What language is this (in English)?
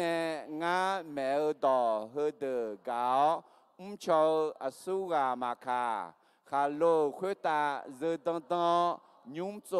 Akha